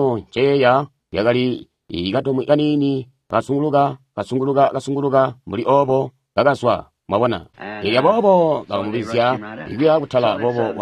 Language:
Tonga (Zambia)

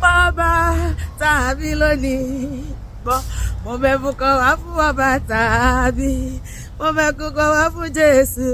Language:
Yoruba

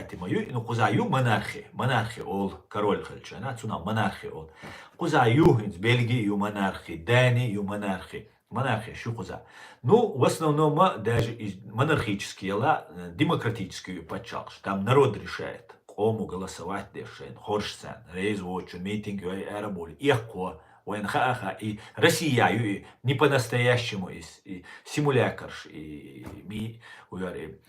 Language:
Chechen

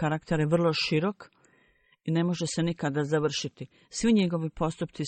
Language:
Bosnian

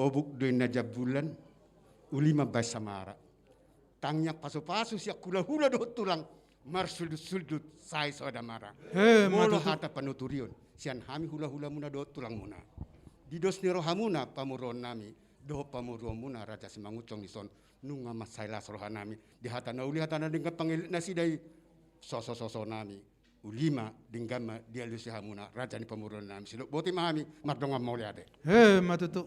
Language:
Batak Toba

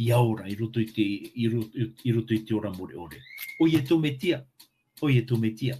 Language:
Tahitian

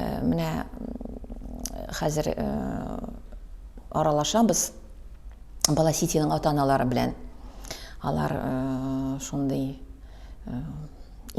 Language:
Tatar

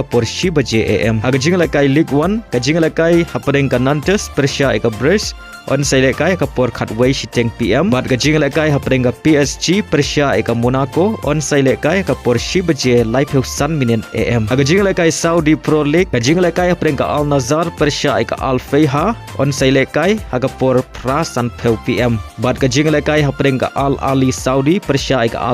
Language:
Khasi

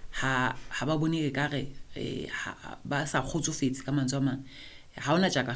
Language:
Southern Sotho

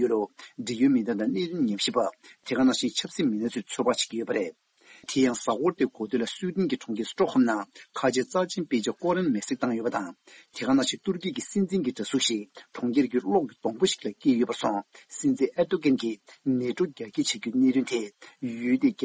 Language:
Tibetan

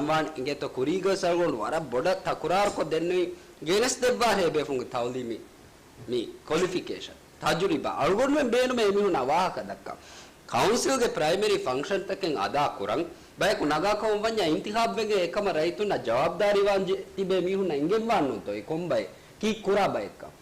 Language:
Divehi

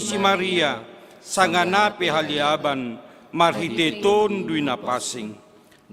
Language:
Batak Simalungun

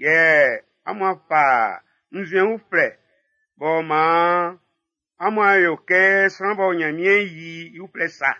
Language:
Baoulé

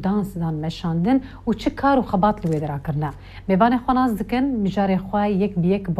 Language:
Kurdish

